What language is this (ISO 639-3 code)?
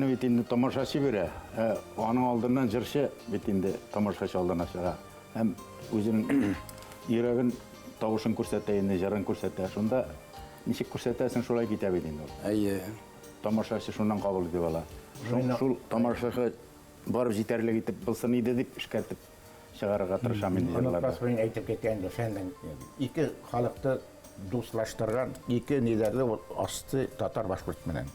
bak